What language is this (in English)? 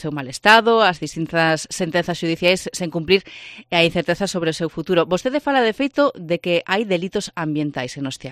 Galician